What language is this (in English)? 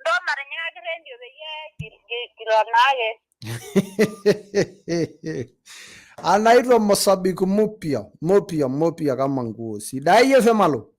Masai